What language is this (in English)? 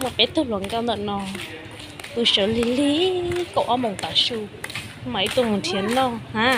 Hmong